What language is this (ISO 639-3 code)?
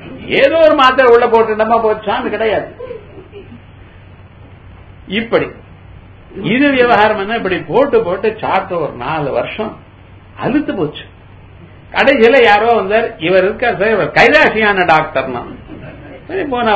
tam